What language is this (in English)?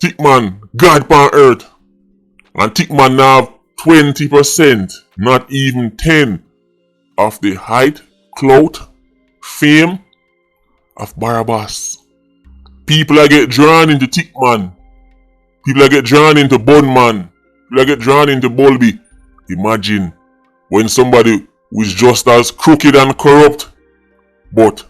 Jamaican Creole English